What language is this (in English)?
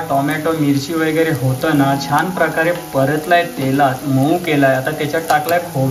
Marathi